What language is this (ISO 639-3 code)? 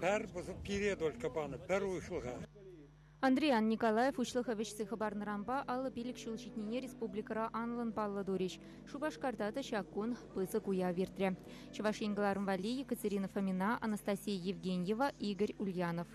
chv